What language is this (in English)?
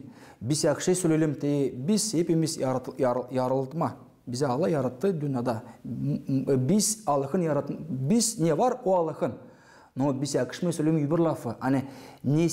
Gagauz